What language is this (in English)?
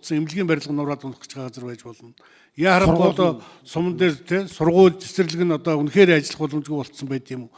Mongolian